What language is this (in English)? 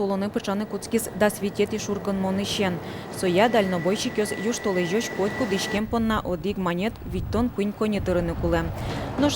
Udmurt